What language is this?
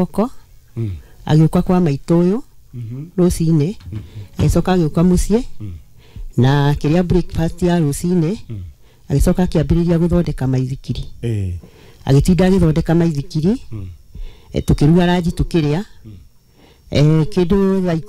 Kikuyu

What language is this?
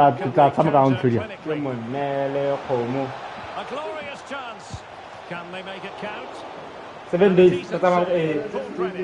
Tswana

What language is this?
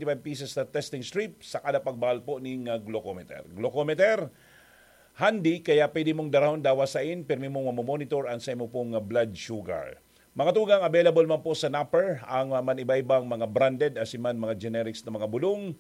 Bikol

